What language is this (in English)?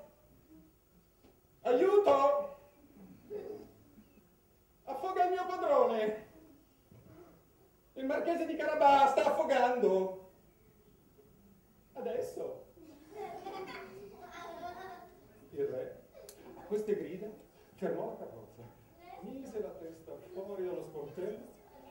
Italian